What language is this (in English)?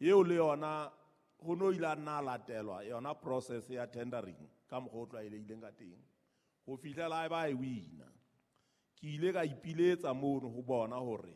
Southern Sotho